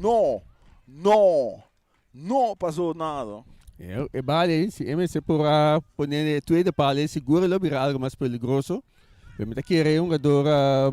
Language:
Papiamento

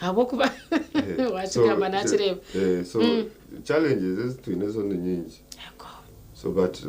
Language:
Nyankole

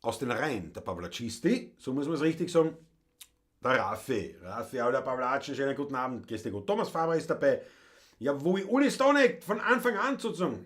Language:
Bavarian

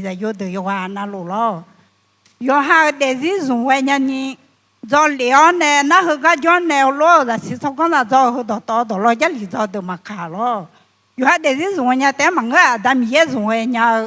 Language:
Akha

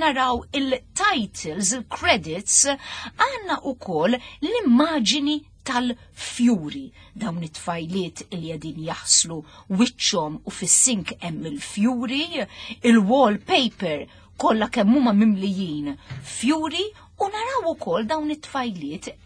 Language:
Maltese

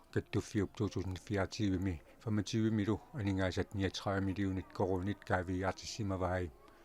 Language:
Kalaallisut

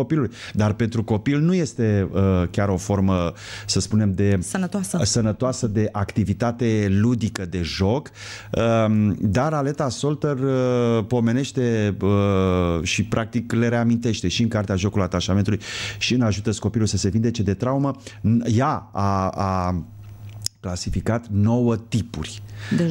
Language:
Romanian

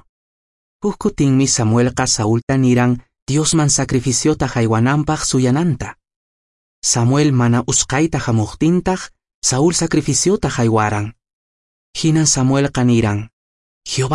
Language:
Quechua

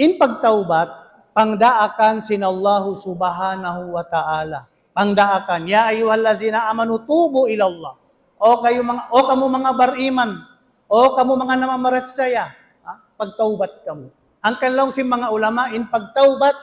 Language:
Tausug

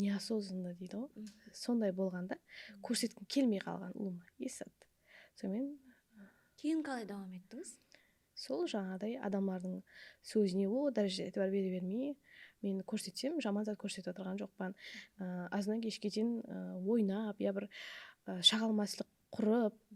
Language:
Kara-Kalpak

